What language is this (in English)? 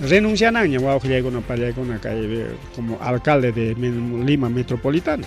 Ayacucho Quechua